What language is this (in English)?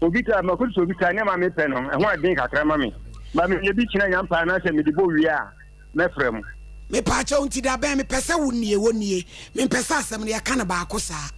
Akan